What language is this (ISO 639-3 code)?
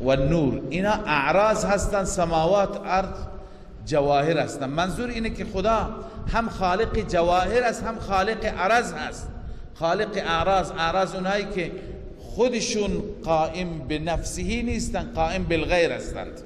fas